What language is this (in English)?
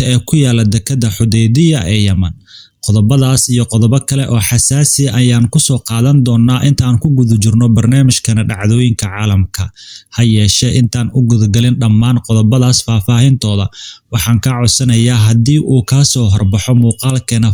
Somali